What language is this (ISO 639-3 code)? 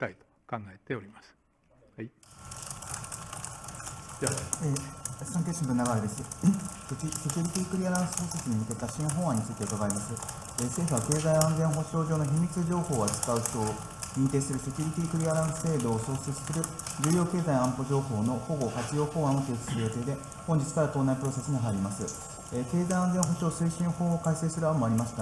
jpn